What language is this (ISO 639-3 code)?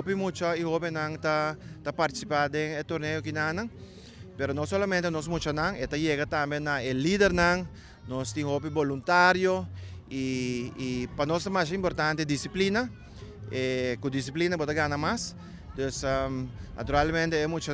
pap